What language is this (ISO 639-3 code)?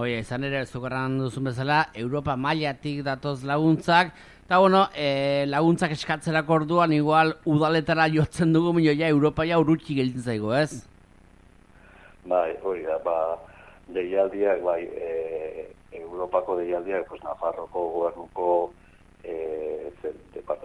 eus